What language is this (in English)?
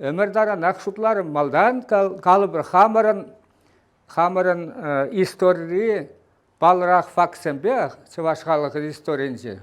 Chuvash